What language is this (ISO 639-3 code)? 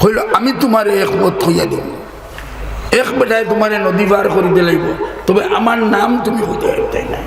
syl